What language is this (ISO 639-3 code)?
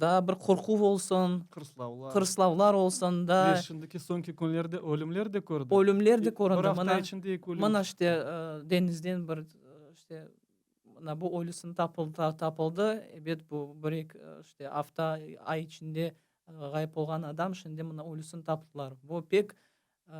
crh